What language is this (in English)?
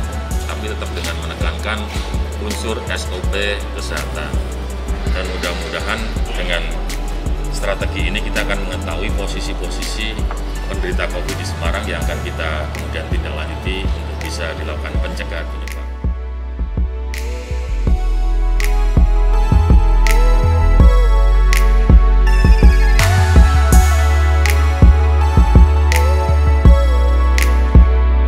Indonesian